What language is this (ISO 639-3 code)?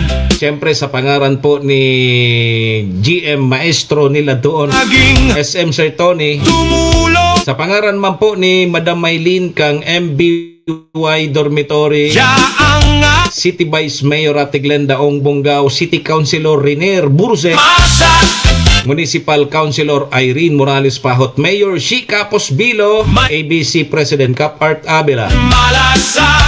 bik